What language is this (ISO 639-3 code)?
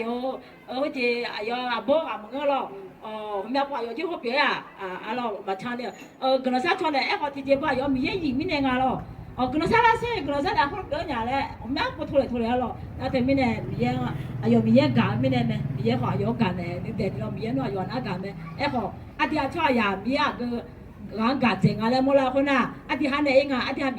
ahk